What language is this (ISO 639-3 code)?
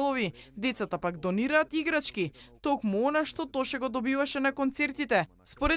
mkd